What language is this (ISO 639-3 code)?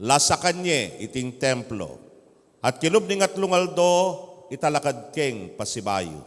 pam